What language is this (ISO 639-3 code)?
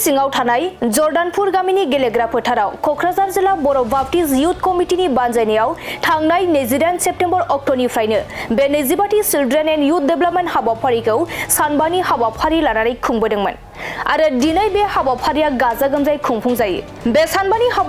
brx